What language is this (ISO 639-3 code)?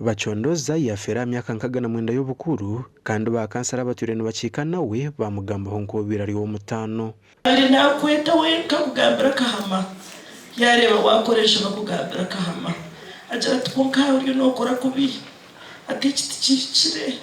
nyn